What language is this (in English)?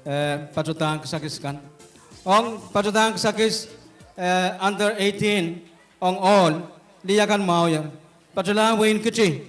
Pohnpeian